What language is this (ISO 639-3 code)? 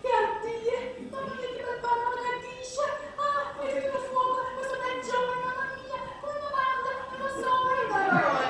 nap